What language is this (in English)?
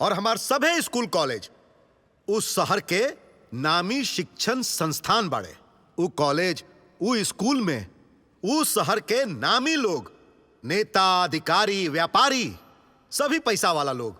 Bhojpuri